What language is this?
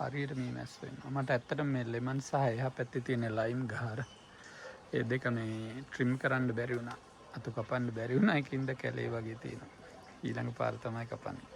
Sinhala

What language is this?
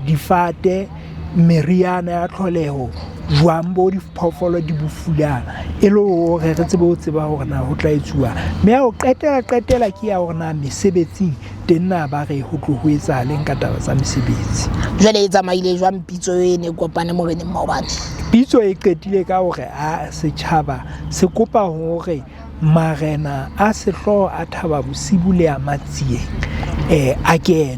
Southern Sotho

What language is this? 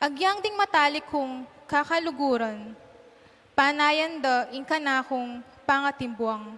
Pampanga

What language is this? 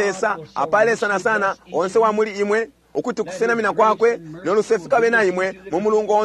Bemba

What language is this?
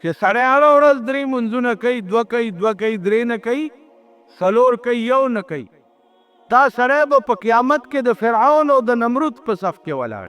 Pashto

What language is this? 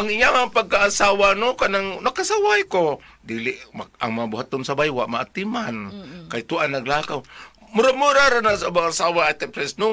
Cebuano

